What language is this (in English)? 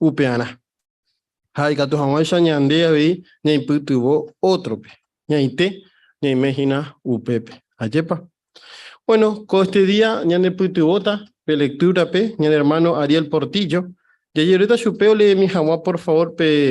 Guarani